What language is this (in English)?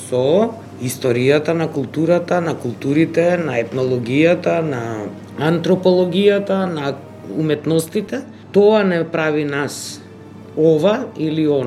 Macedonian